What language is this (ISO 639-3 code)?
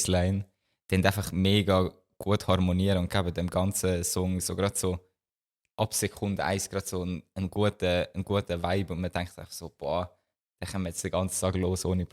gsw